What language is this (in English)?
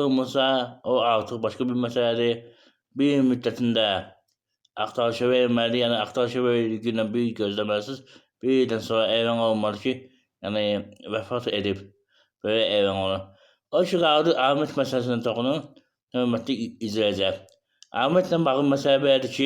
Azerbaijani